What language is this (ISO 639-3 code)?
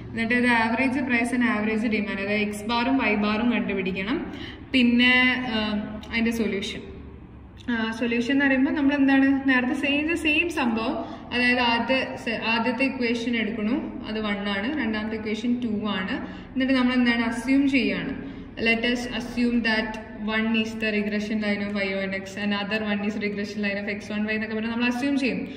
mal